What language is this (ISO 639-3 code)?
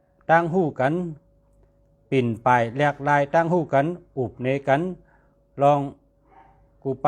shn